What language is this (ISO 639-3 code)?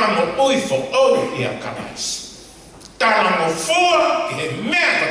ton